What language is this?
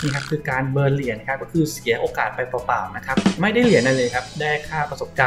Thai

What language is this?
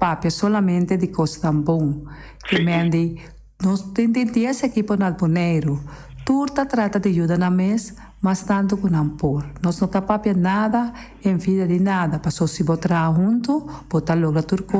Papiamento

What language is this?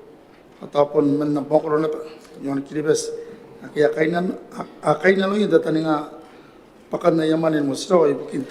Gilbertese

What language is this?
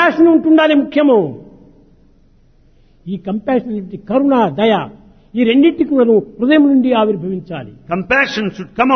Telugu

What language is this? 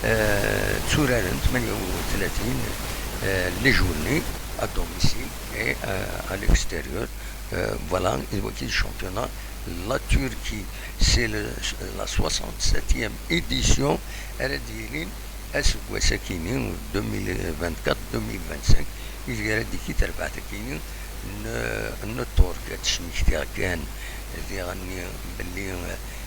Kabyle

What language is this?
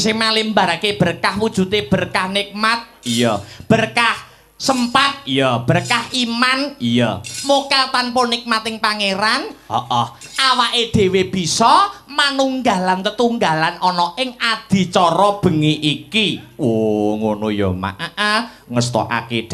Javanese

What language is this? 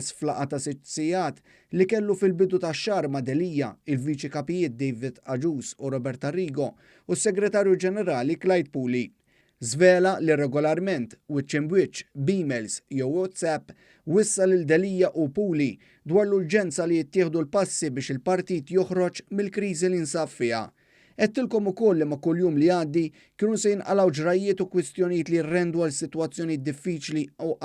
Maltese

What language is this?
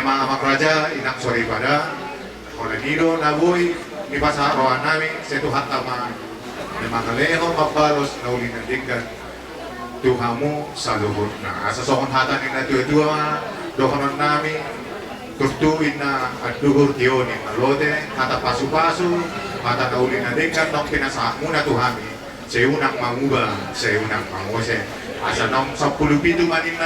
Batak Toba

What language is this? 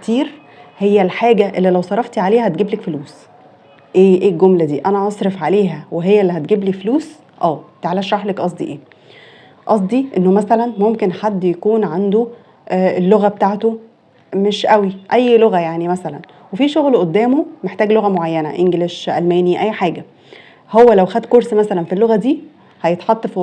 Egyptian Arabic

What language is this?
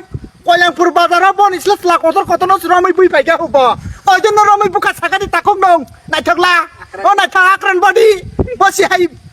Kok Borok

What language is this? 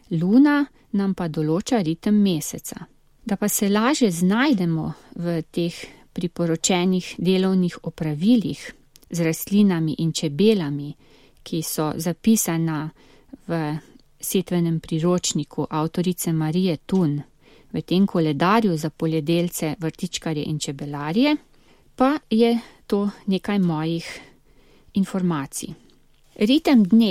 Slovenian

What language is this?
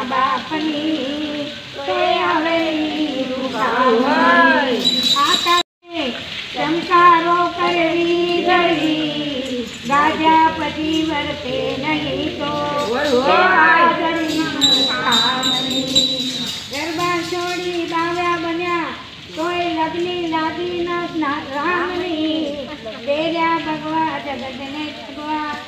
Gujarati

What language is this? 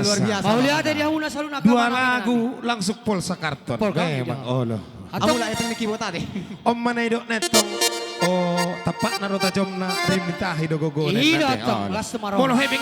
Batak Toba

